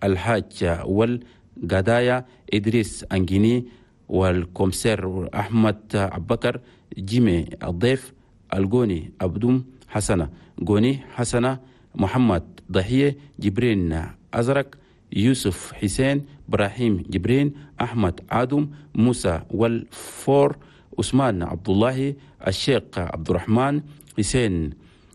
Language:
Chadian Arabic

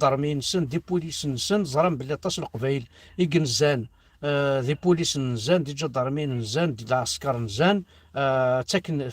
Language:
Kabyle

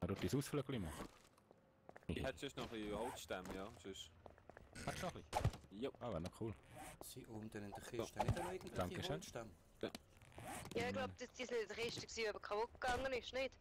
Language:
Swiss German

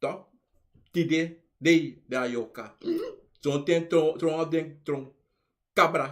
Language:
Sranan Tongo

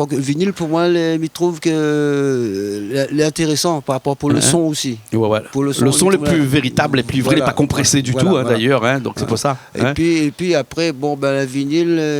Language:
Réunion Creole French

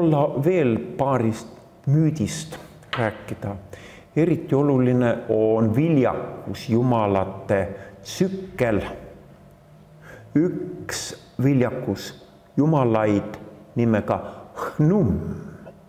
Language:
Estonian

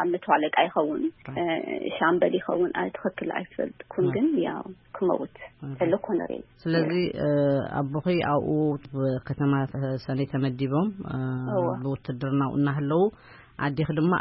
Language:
Tigrinya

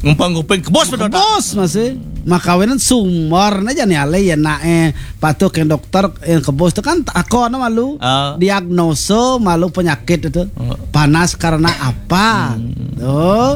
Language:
Balinese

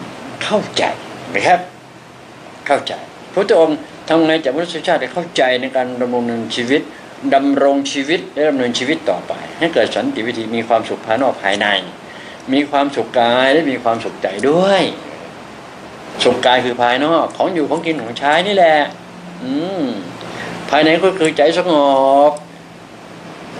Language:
Thai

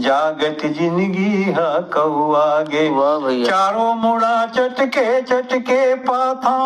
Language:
Chhattisgarhi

